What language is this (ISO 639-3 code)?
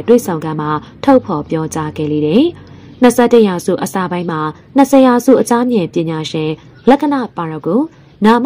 mya